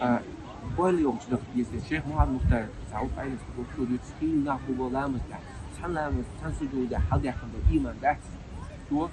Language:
Chechen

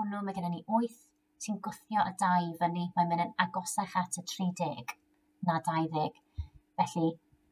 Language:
Welsh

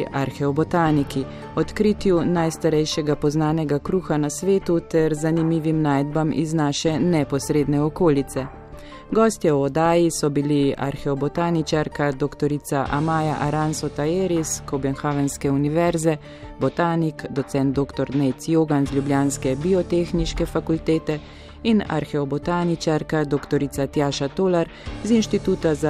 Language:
Slovenian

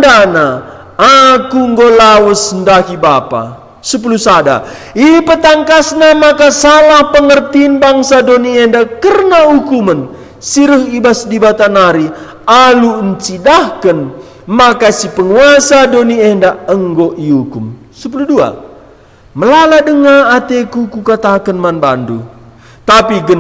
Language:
Batak Karo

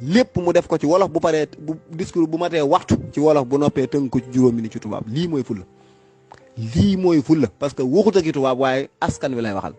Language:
Wolof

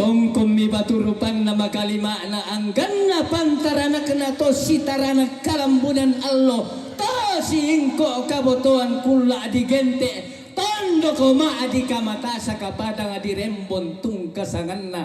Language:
Toraja-Sa'dan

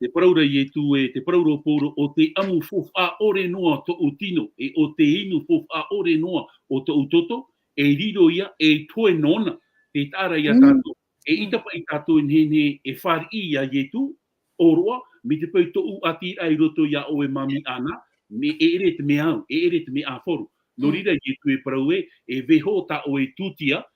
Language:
Tahitian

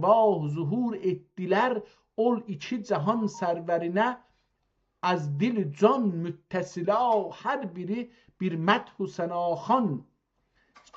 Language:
South Azerbaijani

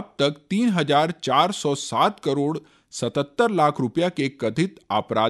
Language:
Chhattisgarhi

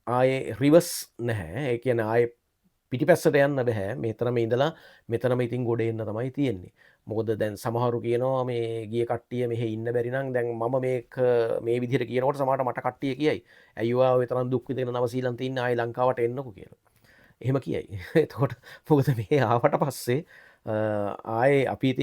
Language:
Sinhala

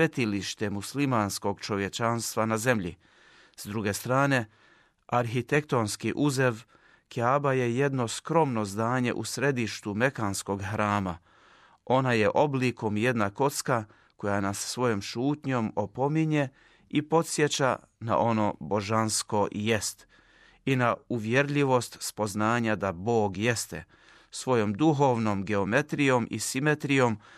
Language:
Bosnian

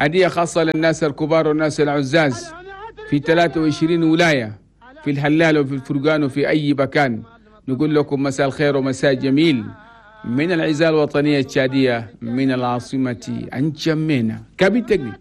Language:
Chadian Arabic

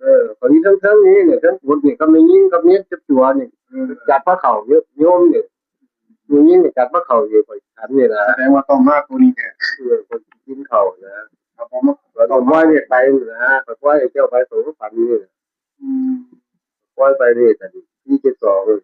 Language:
Northeastern Thai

